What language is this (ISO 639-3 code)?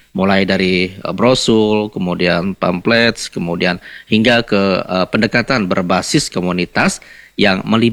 ind